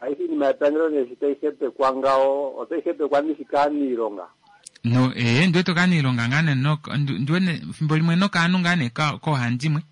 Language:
Kuanyama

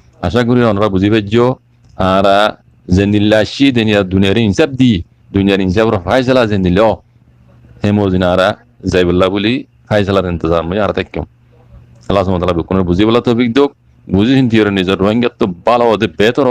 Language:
Rohingya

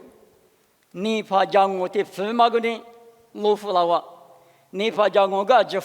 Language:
Lisu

